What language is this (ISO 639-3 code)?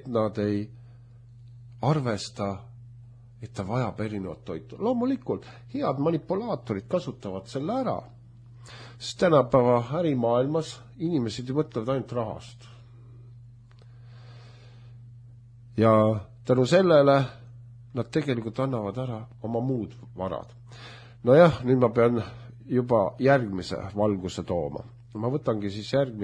est